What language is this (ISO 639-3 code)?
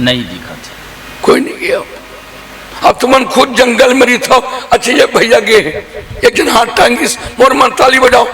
hne